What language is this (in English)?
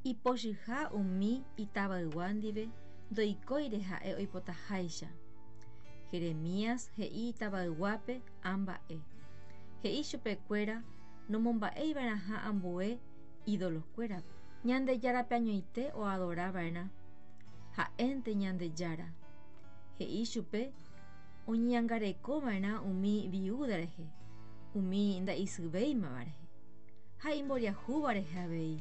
Guarani